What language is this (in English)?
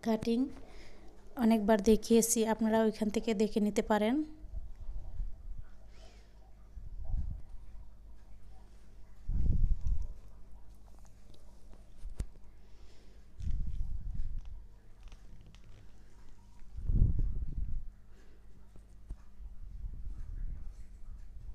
Bangla